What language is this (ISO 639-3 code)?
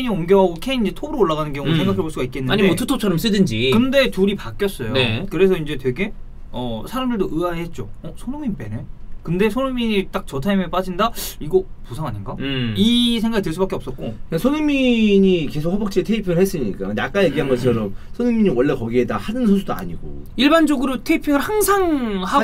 kor